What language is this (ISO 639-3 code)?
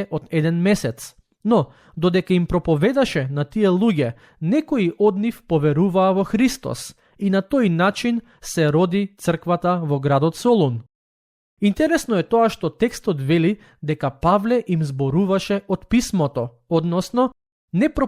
mkd